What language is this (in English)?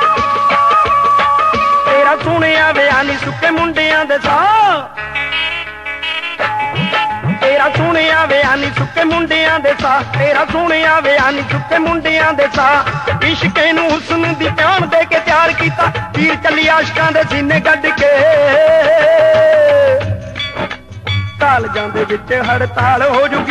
Punjabi